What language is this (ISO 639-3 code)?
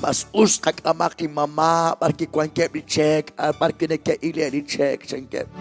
kek